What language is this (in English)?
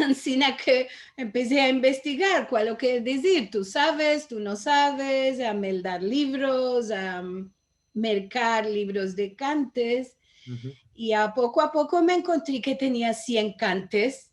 Ladino